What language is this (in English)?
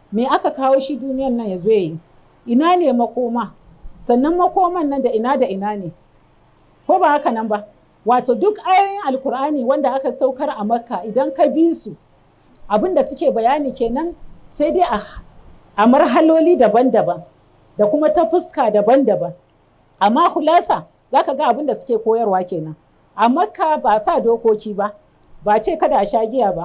Hausa